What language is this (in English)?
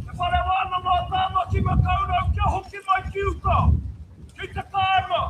Māori